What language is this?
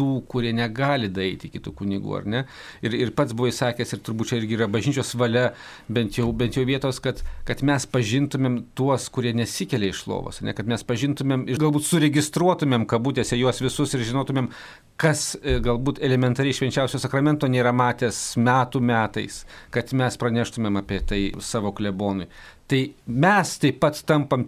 Lithuanian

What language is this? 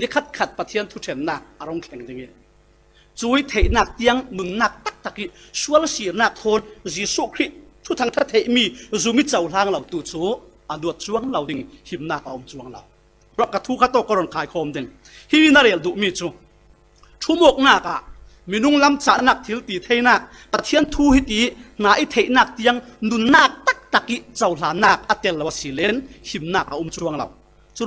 Falam Chin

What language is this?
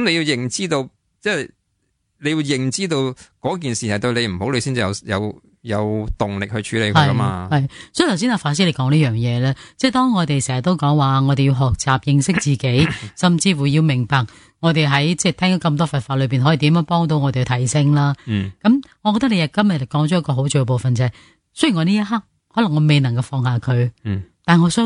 Cantonese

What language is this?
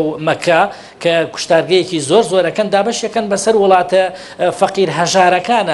Central Kurdish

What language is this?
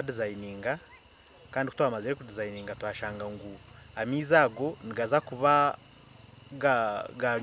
Nyankole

